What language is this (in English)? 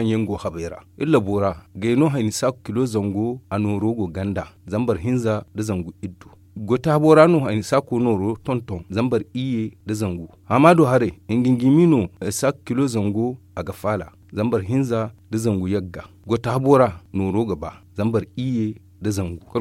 Zarma